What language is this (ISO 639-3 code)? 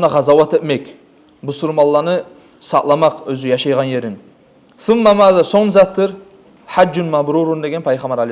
kum